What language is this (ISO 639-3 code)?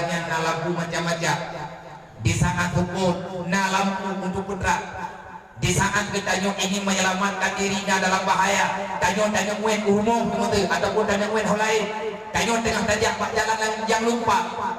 ace